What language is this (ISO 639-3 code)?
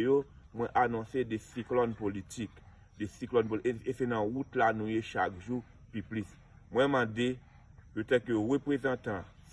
hat